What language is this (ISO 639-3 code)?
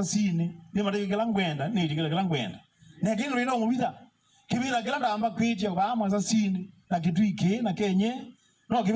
kam